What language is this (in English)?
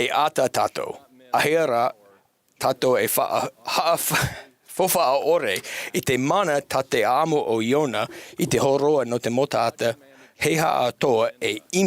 Tahitian